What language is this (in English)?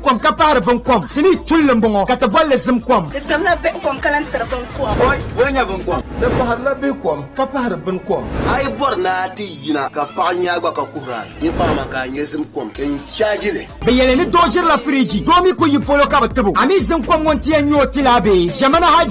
Dagbani